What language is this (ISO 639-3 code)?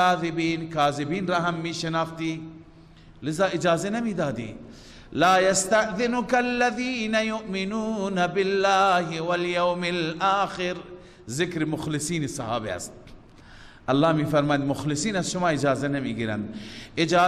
fas